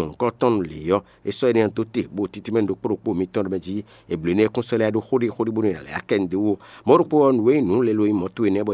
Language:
Fon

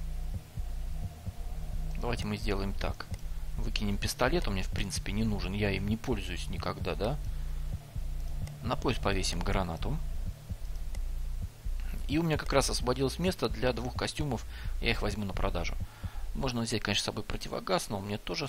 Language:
Russian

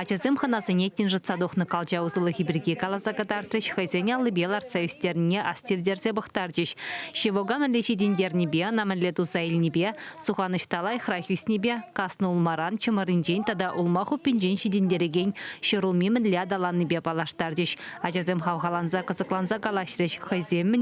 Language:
Chuvash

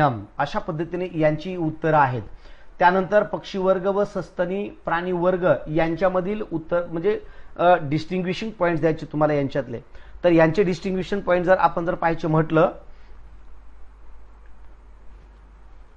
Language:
Marathi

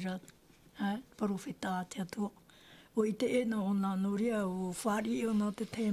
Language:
Tahitian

